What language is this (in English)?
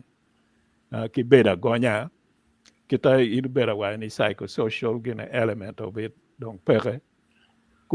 Acoli